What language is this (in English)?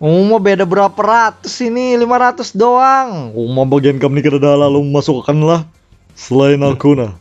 Banjar